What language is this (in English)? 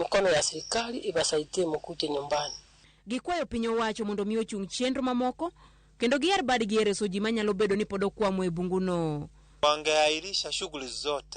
Luo (Kenya and Tanzania)